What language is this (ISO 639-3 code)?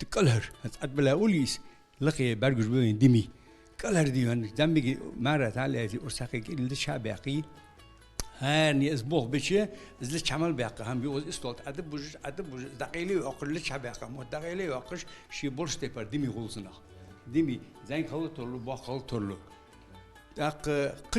inh